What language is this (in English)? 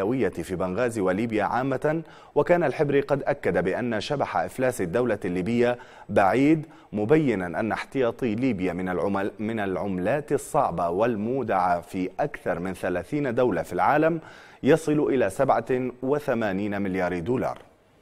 Arabic